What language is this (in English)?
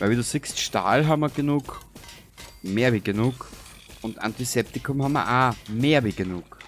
Bavarian